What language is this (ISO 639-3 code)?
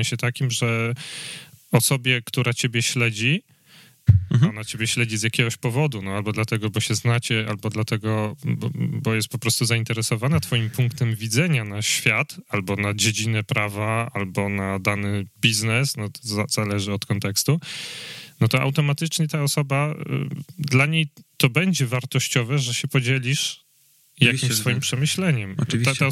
pol